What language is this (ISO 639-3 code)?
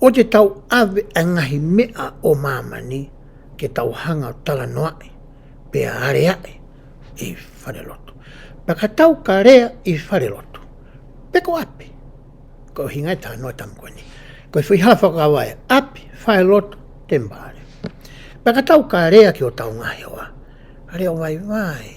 ton